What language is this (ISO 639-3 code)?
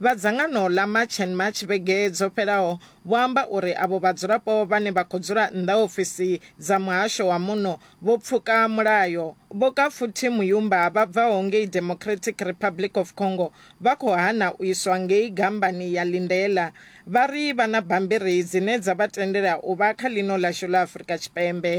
ven